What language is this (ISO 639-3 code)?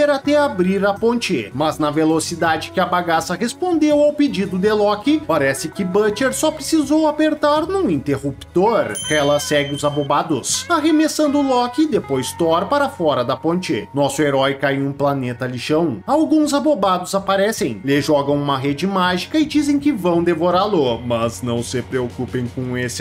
por